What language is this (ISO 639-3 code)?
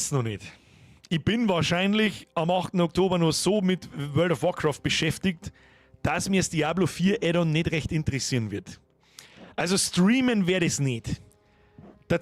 bar